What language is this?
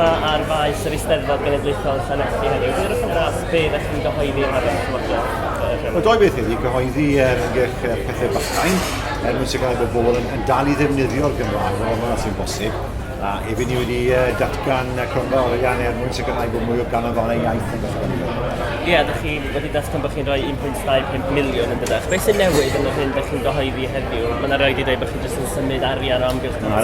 Welsh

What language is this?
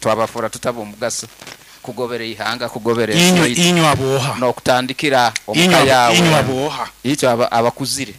Nyankole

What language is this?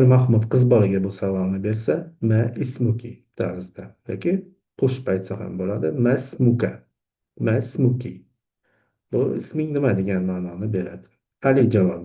Uzbek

